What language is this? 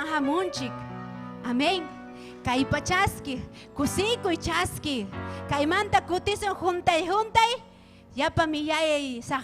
Ayacucho Quechua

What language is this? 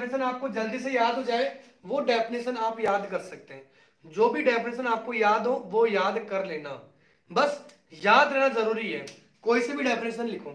Hindi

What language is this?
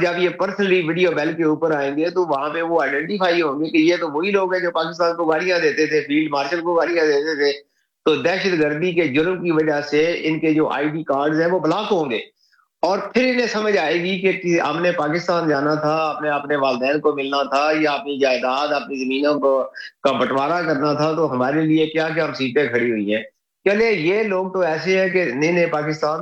Urdu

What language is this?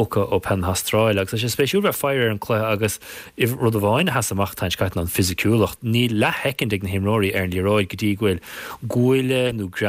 Irish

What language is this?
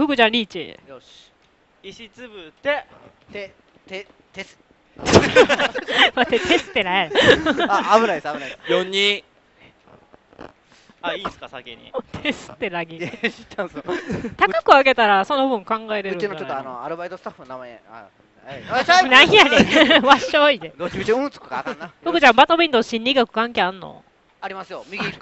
Japanese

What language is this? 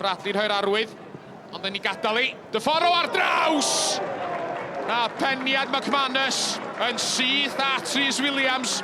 Welsh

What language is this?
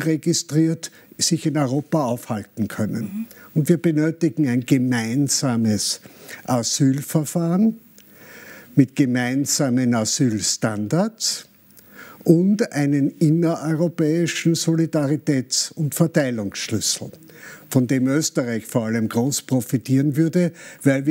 German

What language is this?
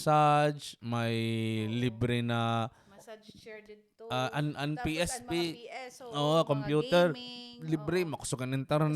Waray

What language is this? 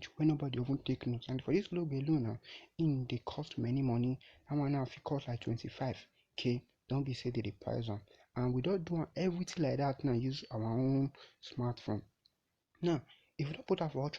Nigerian Pidgin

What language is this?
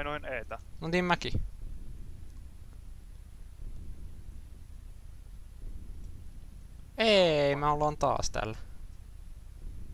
Finnish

